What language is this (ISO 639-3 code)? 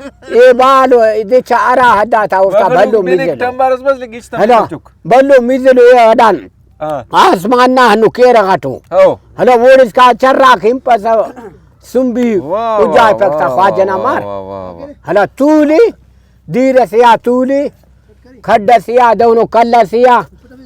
brh